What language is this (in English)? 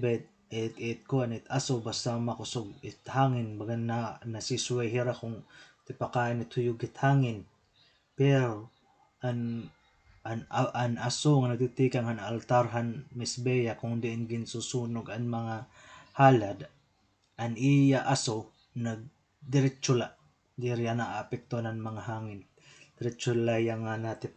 Waray